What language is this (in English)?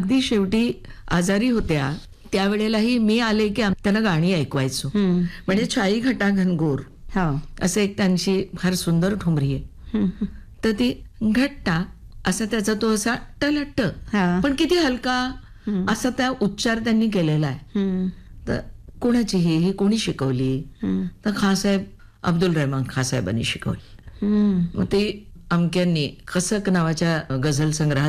Marathi